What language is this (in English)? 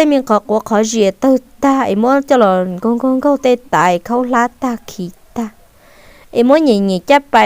Hmong